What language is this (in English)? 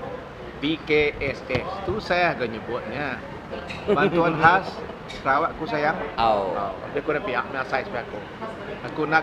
Iban